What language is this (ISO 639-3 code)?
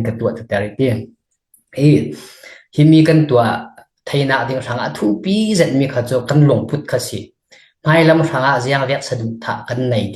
cfm